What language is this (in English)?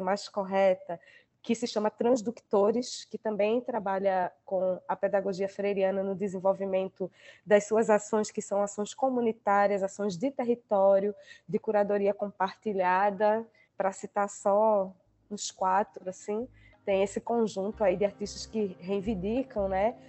Portuguese